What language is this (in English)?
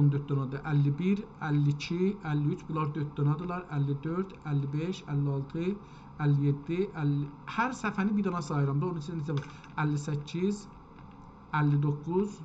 South Azerbaijani